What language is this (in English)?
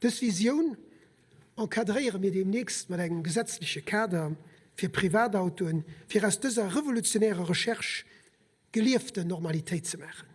Luxembourgish